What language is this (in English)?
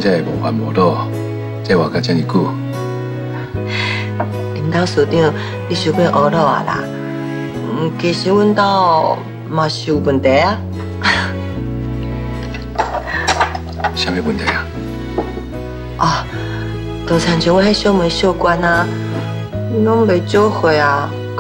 Min Nan Chinese